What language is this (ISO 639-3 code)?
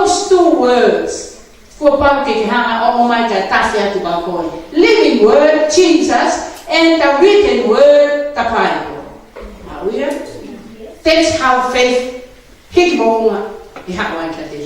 ton